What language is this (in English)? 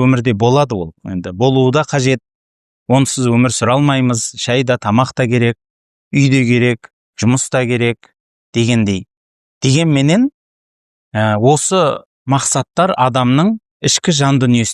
Kazakh